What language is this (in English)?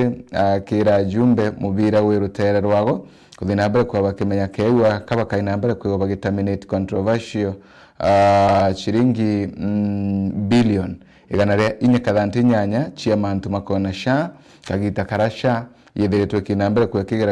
Meru